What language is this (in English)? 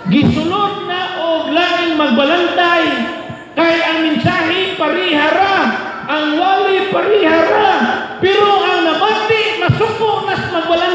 Cebuano